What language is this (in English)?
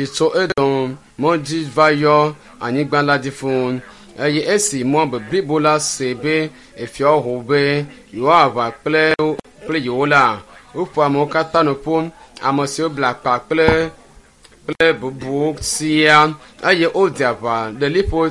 Ewe